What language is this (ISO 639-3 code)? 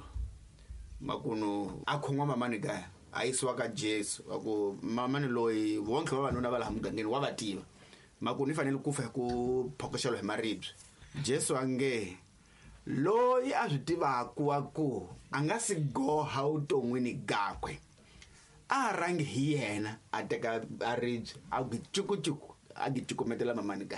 tso